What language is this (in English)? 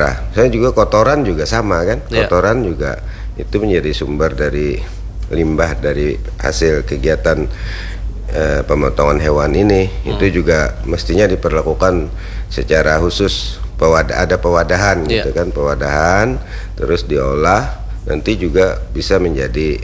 Indonesian